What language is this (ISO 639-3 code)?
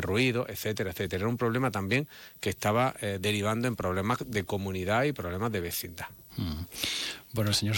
spa